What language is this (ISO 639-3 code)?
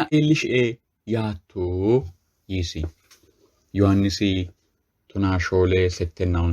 sid